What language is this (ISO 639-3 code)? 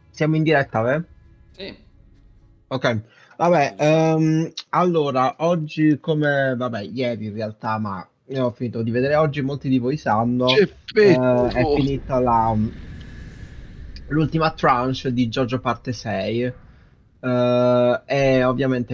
ita